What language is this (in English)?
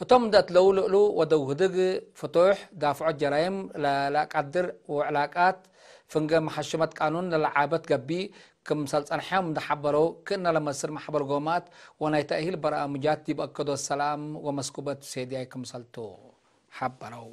Tigre